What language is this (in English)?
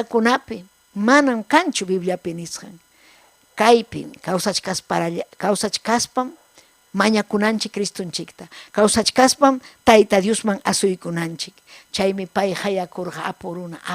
Ayacucho Quechua